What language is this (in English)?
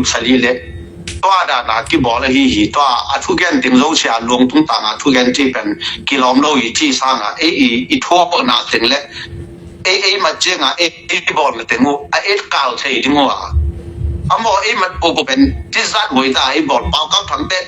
Tedim Chin